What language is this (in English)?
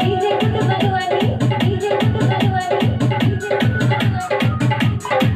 Maithili